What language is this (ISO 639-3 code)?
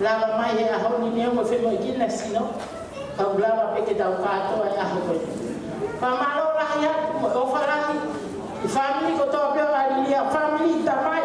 ton